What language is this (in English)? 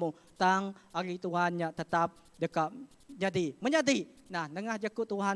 Iban